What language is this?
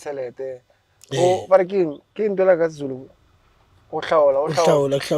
Zulu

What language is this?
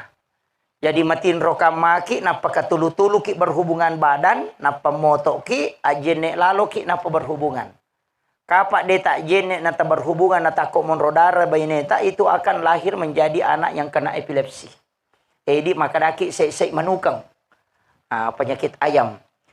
Buginese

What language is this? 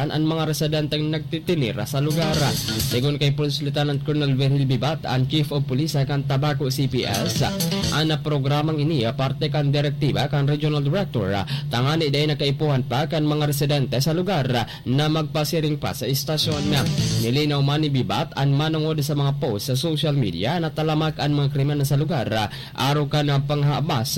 Bikol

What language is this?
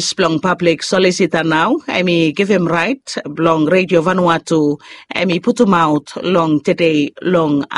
Bislama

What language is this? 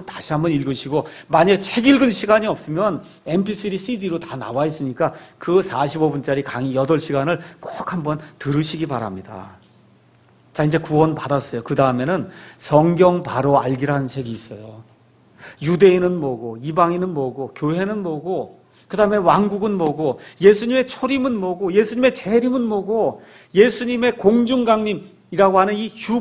Korean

